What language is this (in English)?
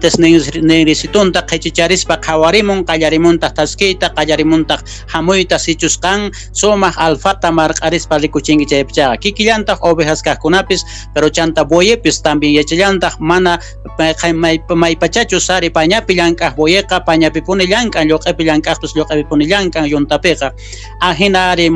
South Bolivian Quechua